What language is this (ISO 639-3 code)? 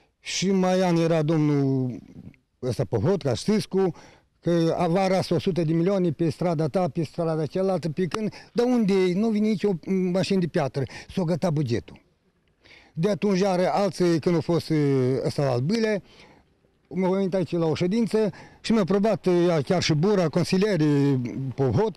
ron